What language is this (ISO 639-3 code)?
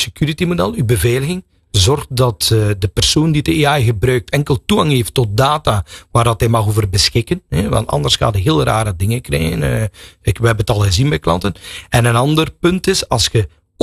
nld